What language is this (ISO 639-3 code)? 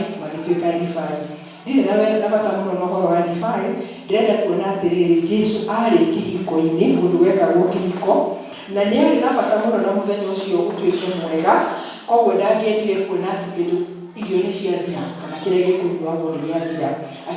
kik